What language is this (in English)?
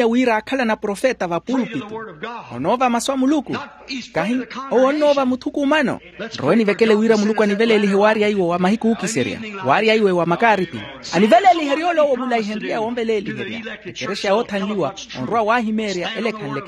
Makhuwa